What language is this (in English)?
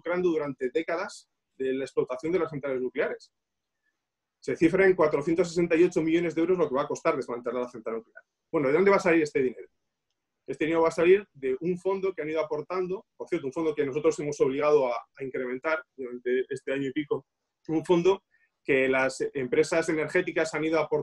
Spanish